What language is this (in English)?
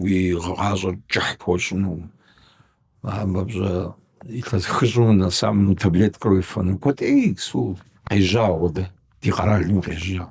Kabardian